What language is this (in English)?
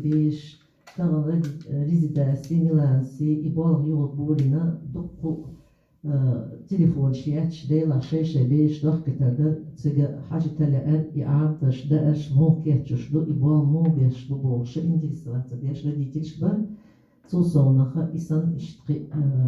Chechen